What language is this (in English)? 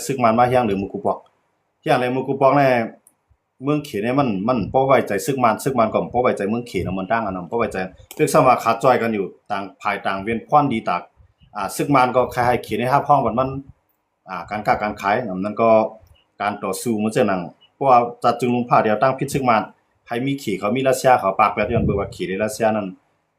Shan